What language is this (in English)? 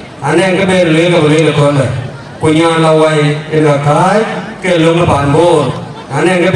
Dinka